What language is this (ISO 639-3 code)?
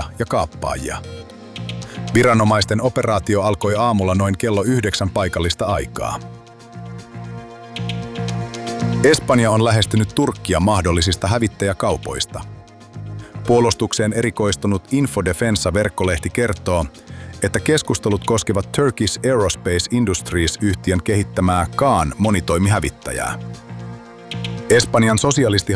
fin